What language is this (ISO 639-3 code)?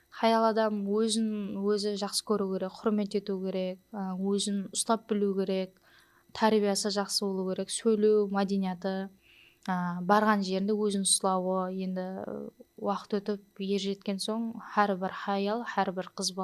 kaa